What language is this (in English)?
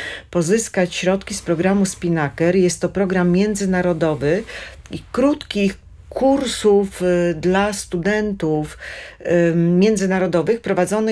Polish